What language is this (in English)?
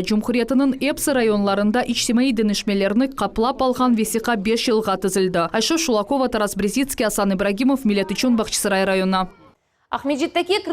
Crimean Tatar